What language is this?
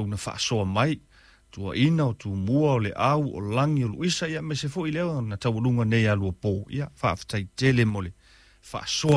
Samoan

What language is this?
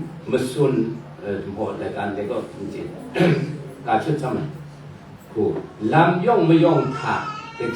Kachin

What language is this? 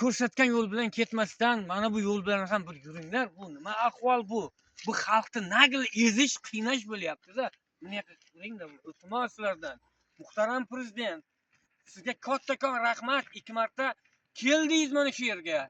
Uzbek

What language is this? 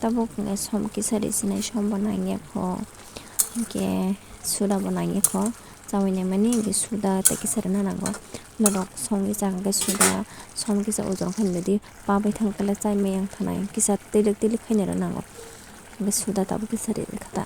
Kok Borok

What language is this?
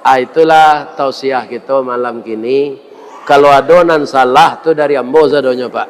Minangkabau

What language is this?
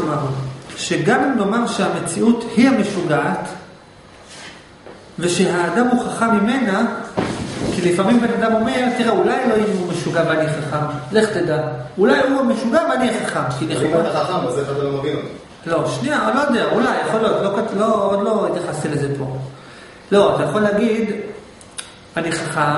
Hebrew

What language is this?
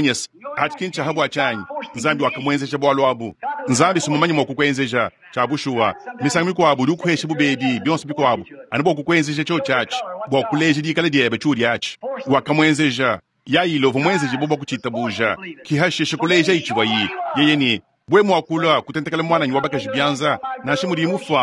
Luba-Lulua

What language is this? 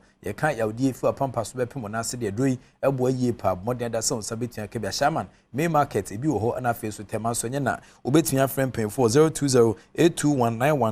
Akan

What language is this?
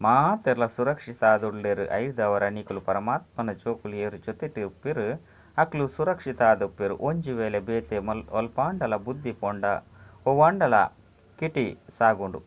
Tulu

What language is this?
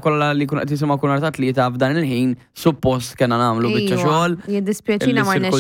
Maltese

